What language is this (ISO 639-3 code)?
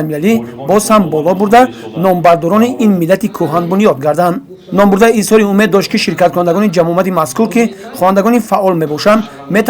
tgk